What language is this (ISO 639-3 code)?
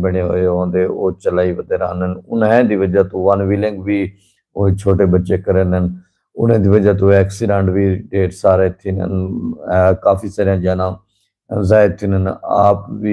skr